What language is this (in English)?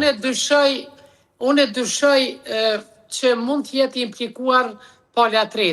Albanian